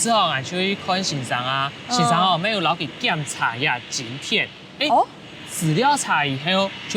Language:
Hakka Chinese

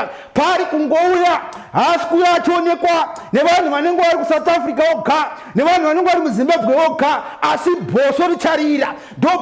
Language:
Shona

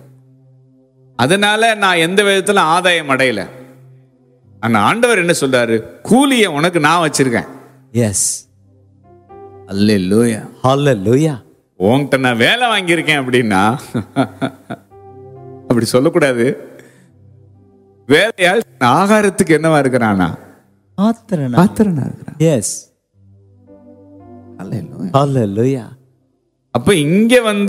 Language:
Tamil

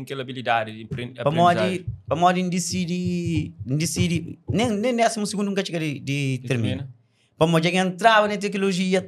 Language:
Kabuverdianu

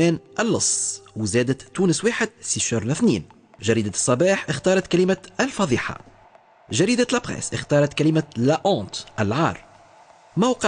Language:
Tunisian Arabic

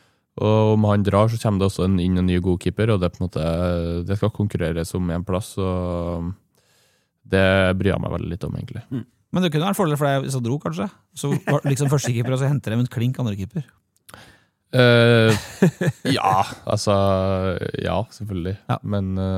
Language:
Norwegian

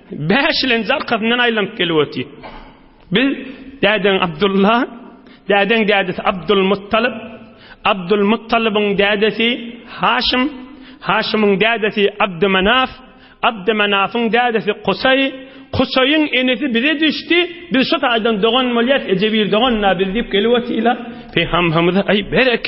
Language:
Turkmen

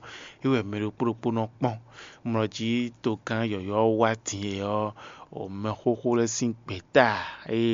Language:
Fon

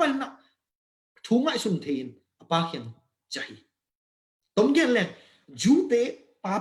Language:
Tedim Chin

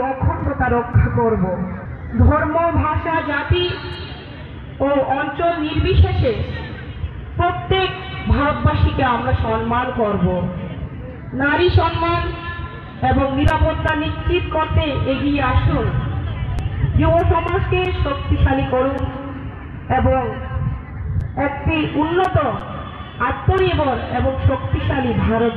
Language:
Bangla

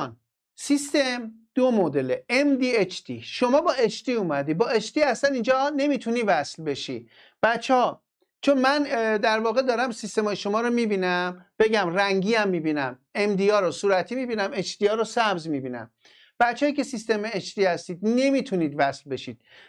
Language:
Persian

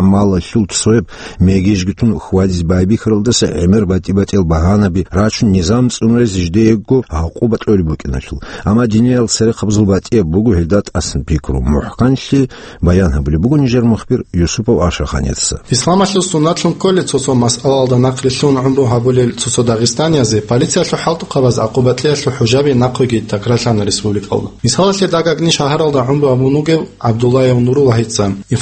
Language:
Avaric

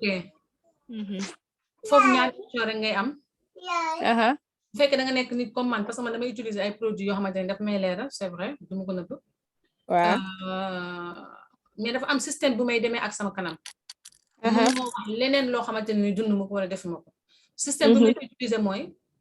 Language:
Wolof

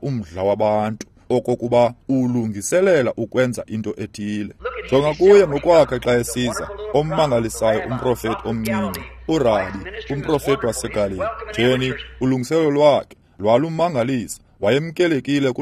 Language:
Xhosa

